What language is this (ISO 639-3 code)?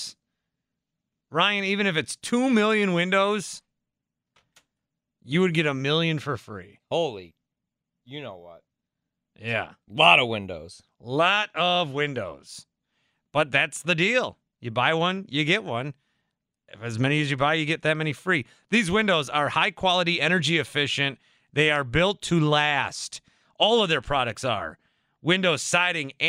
eng